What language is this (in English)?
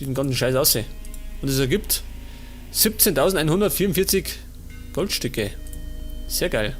Bavarian